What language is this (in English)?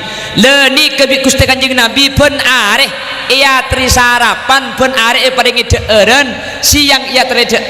Madurese